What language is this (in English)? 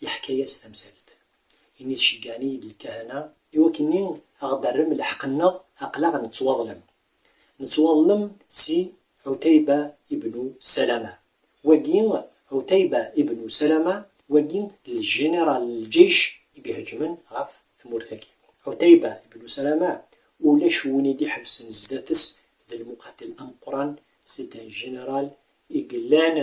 Kabyle